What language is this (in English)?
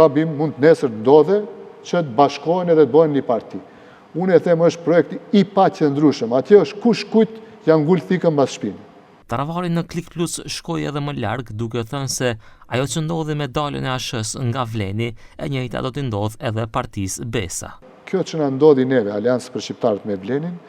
Albanian